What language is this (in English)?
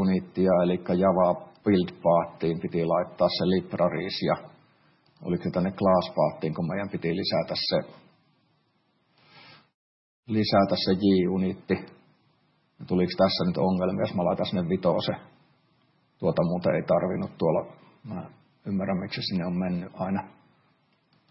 Finnish